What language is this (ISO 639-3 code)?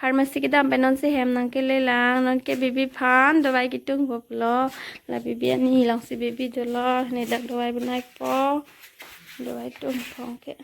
mjw